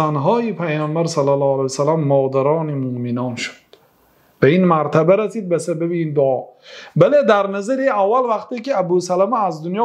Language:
Persian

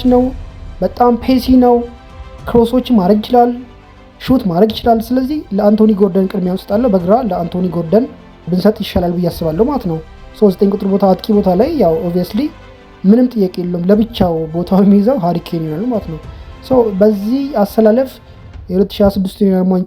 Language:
Amharic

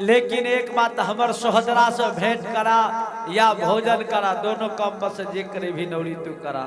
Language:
Angika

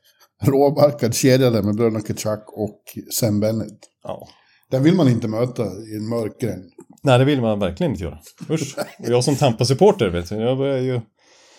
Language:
Swedish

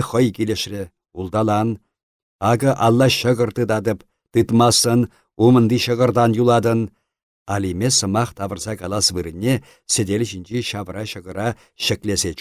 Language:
Chuvash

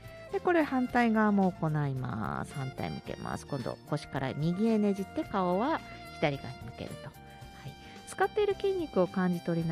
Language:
Japanese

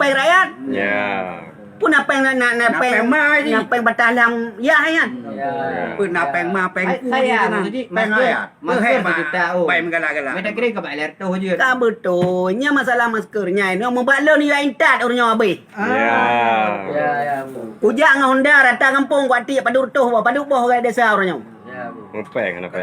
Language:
Achinese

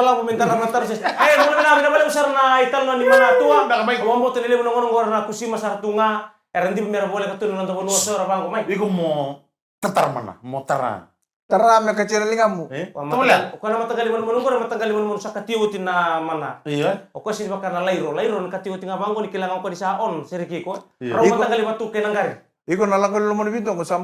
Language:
Fijian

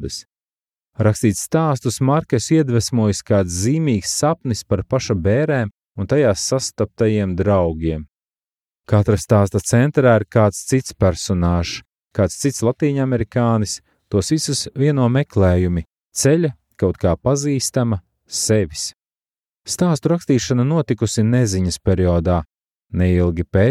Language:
Latvian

